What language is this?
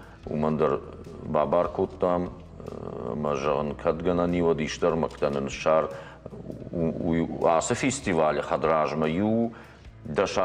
Ossetic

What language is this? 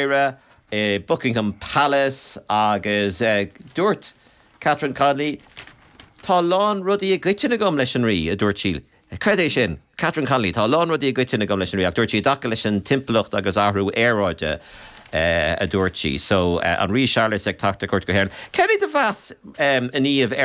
Irish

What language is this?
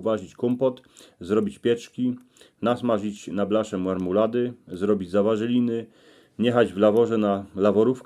Silesian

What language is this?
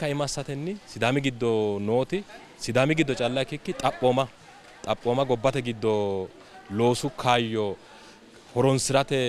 Sidamo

